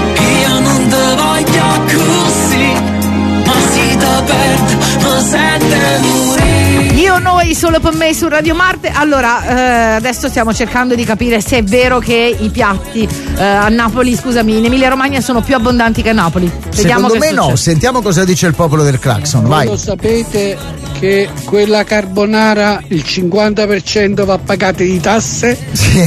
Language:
Italian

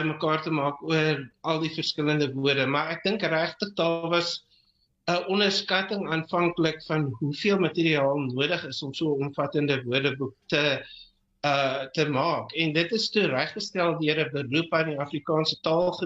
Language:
Afrikaans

